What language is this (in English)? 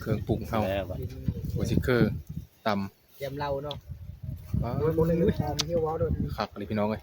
Northeastern Thai